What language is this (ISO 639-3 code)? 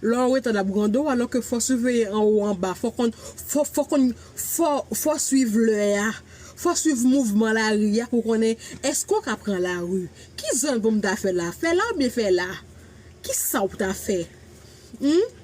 hat